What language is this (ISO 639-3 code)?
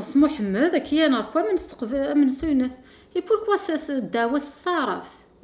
kab